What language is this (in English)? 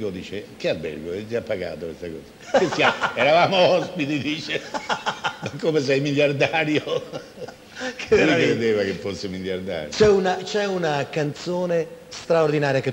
Italian